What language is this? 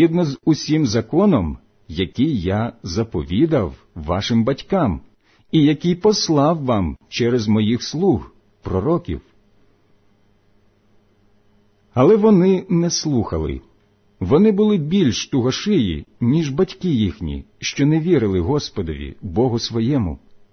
Ukrainian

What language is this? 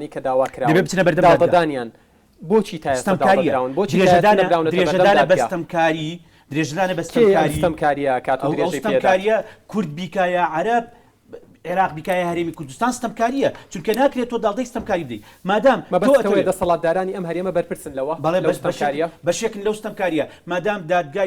Central Kurdish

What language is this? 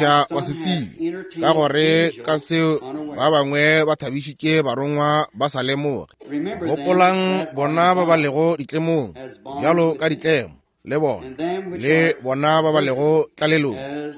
Northern Sotho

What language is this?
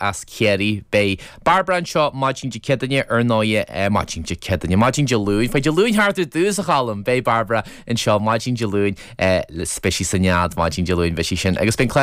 Irish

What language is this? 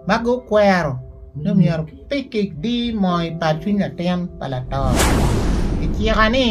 Acoli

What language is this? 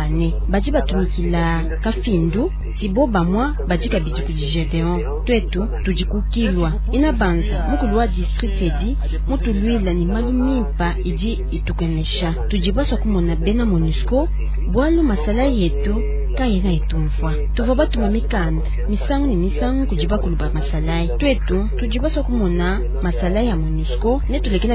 Luba-Lulua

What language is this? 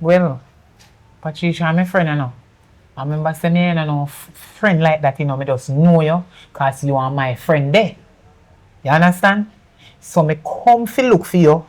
Jamaican Creole English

